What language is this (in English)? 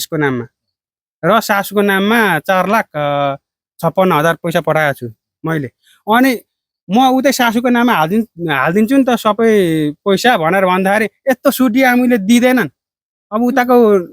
Nepali